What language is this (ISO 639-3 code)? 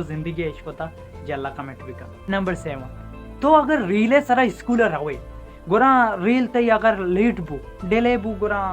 bal